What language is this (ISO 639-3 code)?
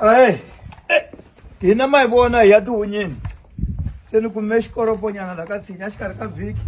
tso